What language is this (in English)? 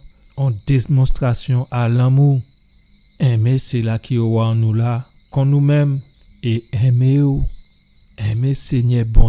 Guadeloupean Creole French